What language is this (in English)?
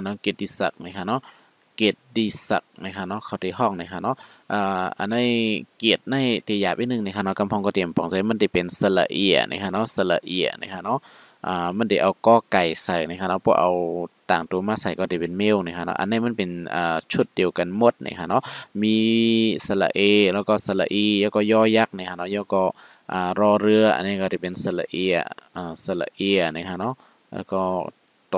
Shan